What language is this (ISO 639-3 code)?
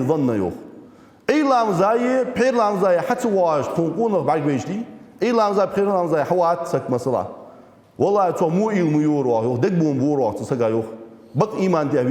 inh